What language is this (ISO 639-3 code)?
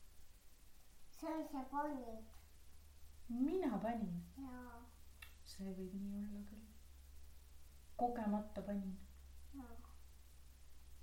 est